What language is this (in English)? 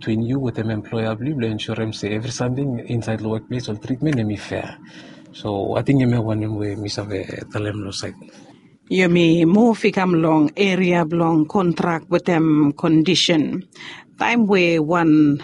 Bislama